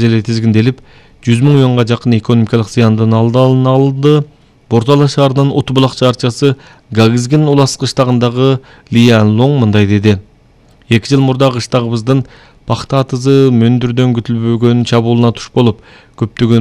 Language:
Kyrgyz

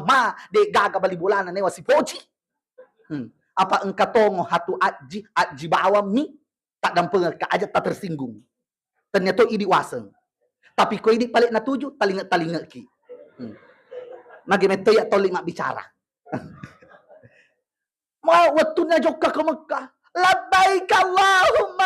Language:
Buginese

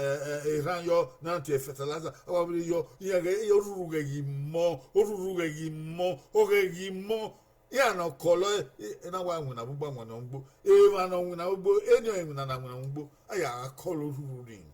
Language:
Bini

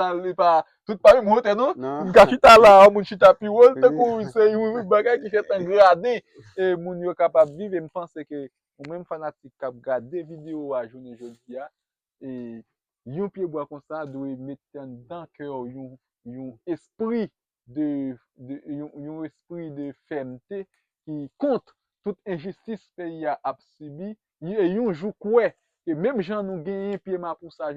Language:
Haitian Creole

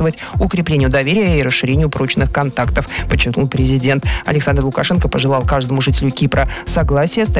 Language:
Russian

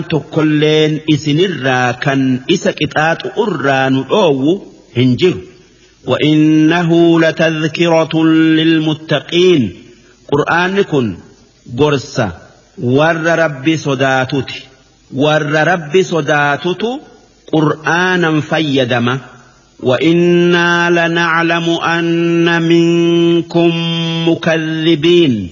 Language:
Oromo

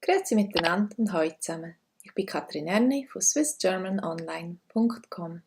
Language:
Swiss German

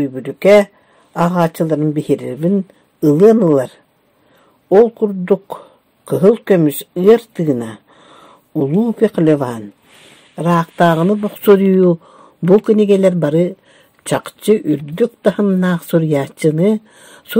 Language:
Yakut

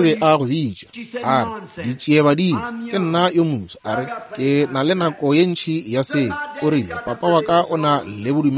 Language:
Northern Sotho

